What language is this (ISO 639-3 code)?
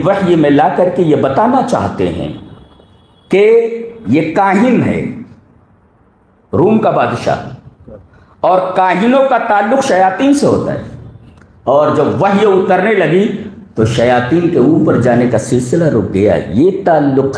urd